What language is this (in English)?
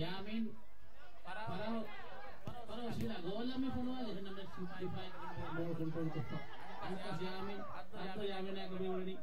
Divehi